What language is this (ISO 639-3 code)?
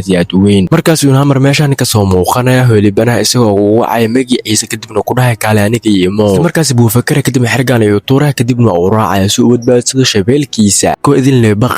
som